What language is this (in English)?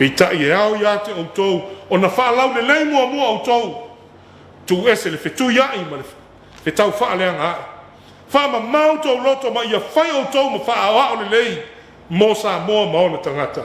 Samoan